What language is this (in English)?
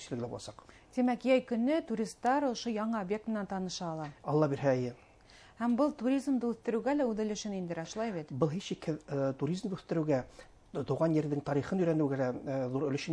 Bashkir